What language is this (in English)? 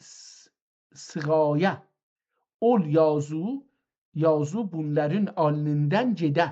South Azerbaijani